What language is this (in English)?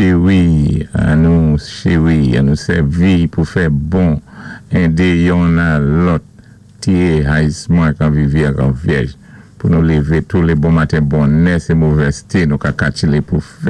Saint Lucian Creole French